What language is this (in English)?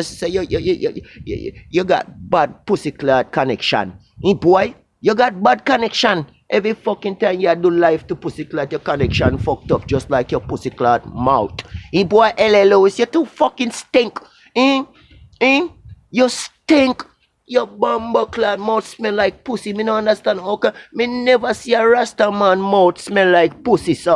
Jamaican Creole English